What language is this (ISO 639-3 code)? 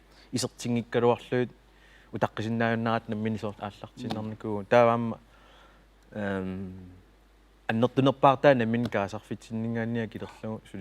kal